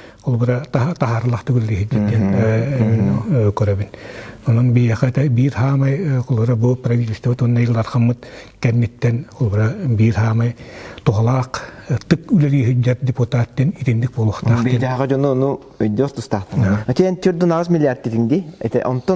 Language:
Yakut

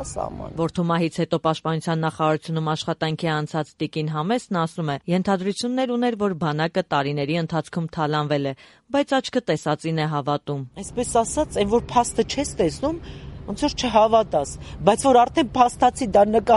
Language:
Armenian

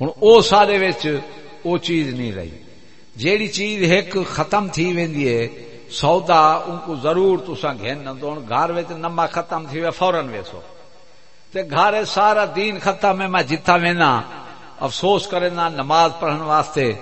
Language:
Saraiki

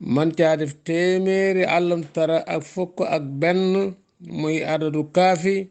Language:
Wolof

